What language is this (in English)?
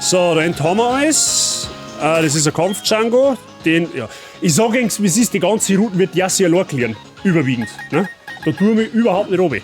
Bavarian